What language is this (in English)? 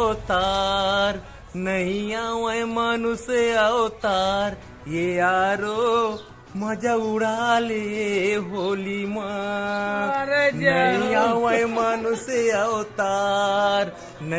Chhattisgarhi